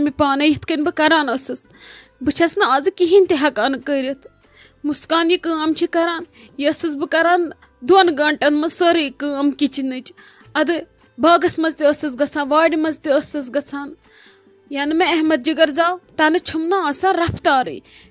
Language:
Kashmiri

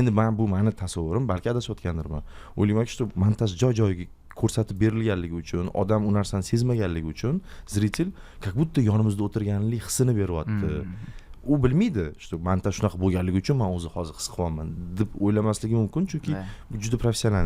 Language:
Uzbek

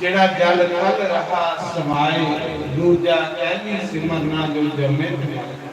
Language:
Dogri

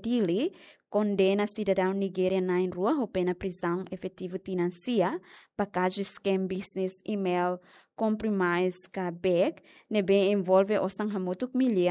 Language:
Tetum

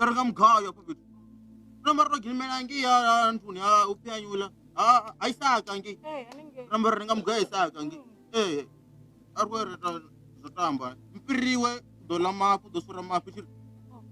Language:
Venda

